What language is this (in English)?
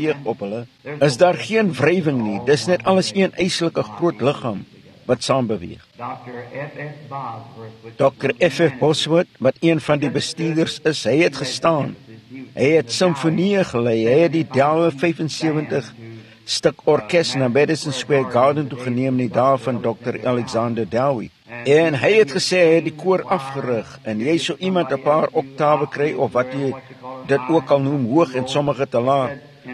Afrikaans